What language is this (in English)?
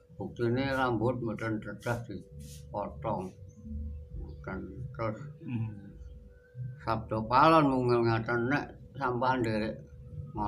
Javanese